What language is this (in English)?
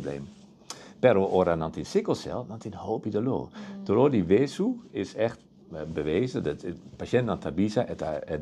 Papiamento